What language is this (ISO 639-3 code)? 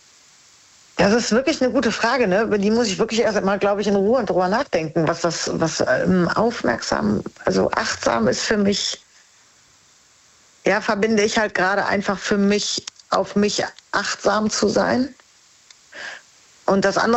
deu